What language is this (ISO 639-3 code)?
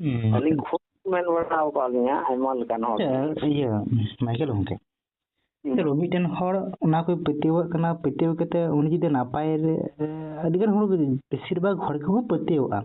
sat